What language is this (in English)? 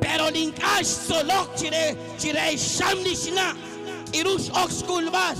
Kekchí